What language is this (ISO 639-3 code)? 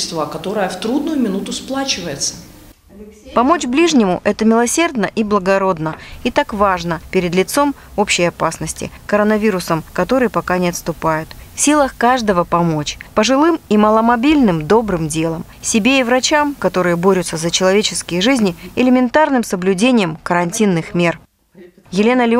rus